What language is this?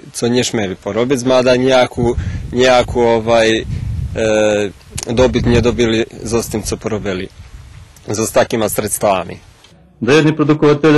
Rusyn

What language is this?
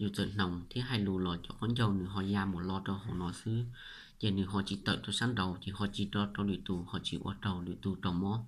Hmong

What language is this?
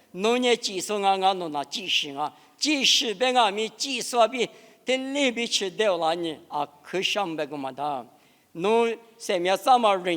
Lisu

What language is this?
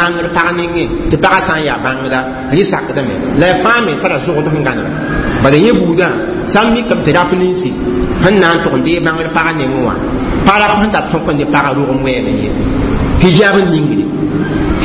Mossi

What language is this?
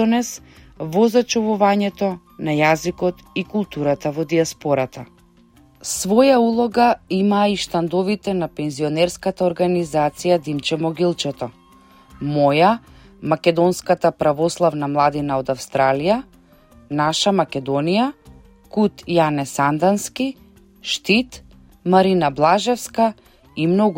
Macedonian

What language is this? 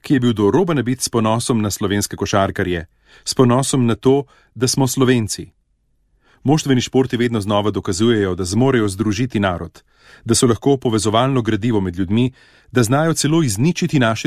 Slovenian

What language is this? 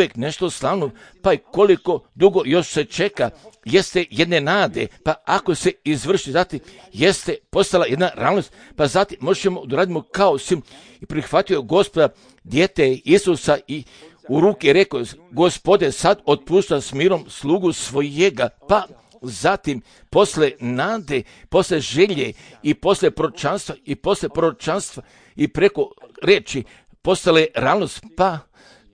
Serbian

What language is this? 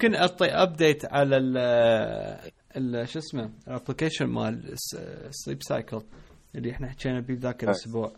Mesopotamian Arabic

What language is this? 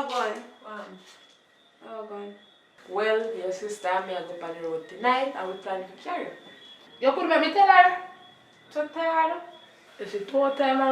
Jamaican Creole English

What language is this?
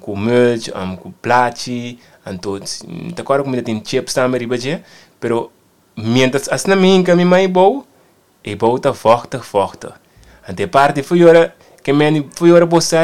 Papiamento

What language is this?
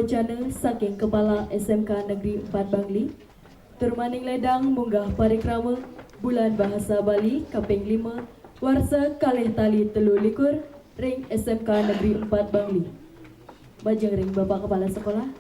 Balinese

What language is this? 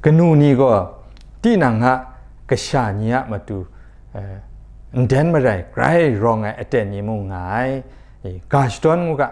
Kachin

